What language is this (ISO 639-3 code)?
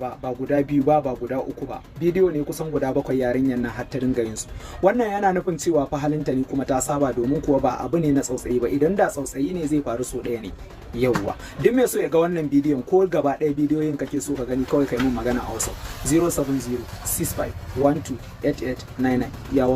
hau